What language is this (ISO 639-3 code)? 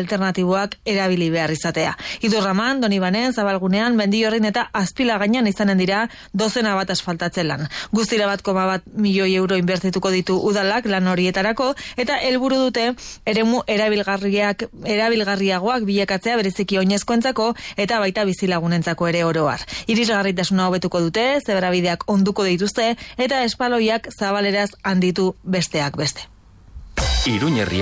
eus